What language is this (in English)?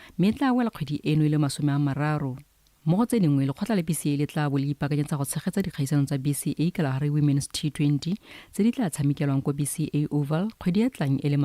Tswana